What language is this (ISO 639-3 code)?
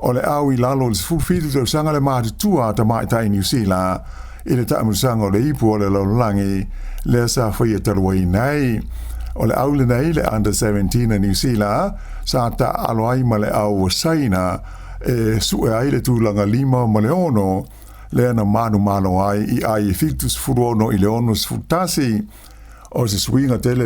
smo